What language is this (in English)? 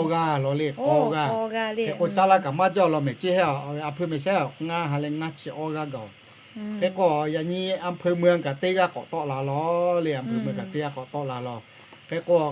Lahu